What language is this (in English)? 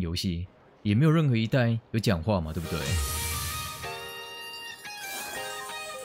Chinese